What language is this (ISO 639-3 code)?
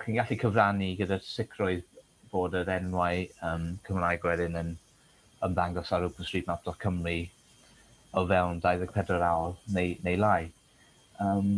cym